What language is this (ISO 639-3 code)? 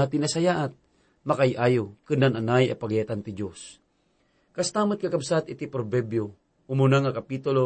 ilo